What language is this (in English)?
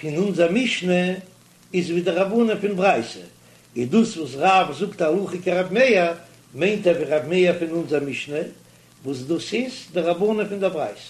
Yiddish